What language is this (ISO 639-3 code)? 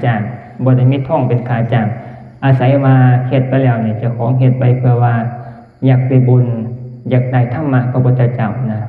tts